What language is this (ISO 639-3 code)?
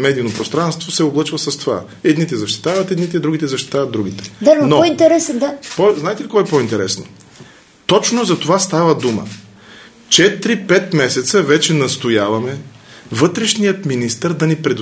bul